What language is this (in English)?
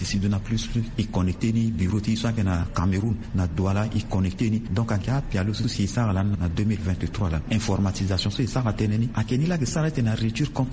Sango